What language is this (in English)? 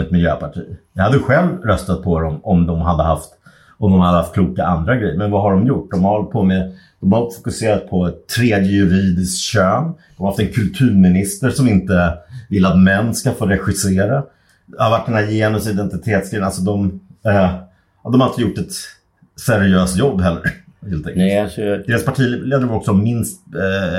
Swedish